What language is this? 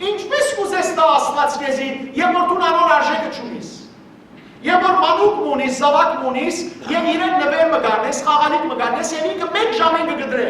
Western Armenian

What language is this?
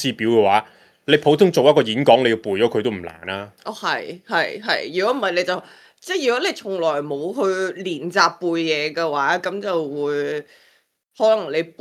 Cantonese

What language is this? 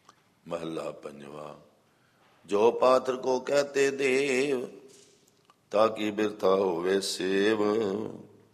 Punjabi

